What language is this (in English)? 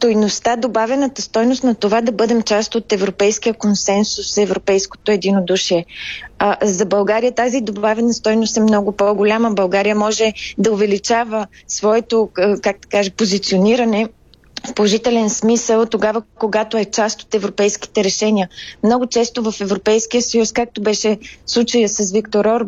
Bulgarian